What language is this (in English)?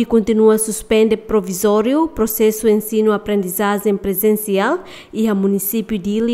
Tetum